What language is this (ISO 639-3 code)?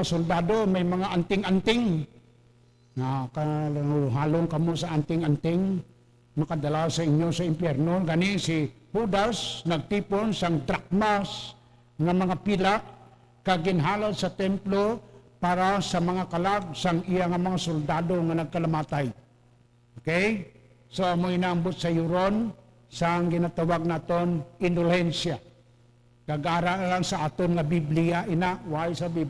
hil